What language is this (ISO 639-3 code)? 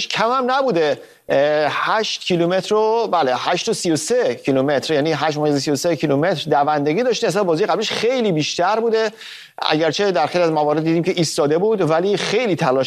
fas